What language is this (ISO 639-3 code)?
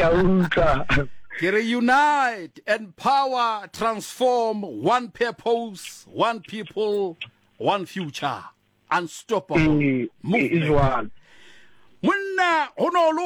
sot